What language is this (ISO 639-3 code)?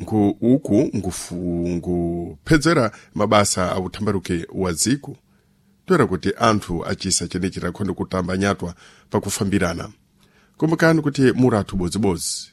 seh